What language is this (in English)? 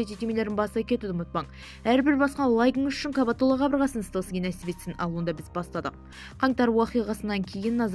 Kazakh